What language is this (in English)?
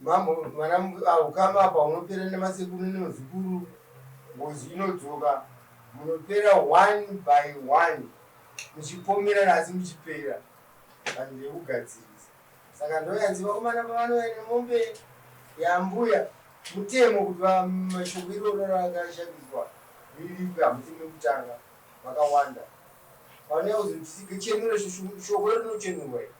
Shona